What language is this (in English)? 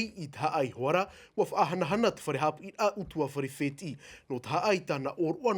Tahitian